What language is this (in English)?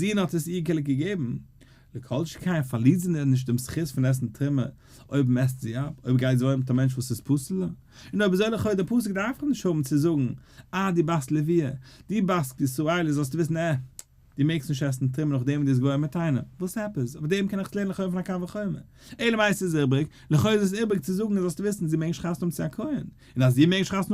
Yiddish